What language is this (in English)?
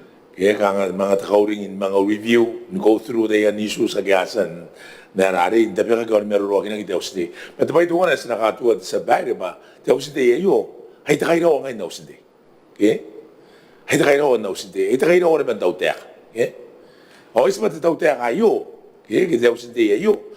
Gilbertese